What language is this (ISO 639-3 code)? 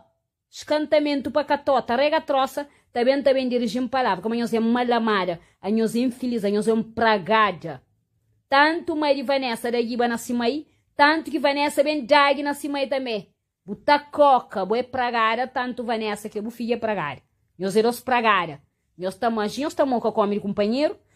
kea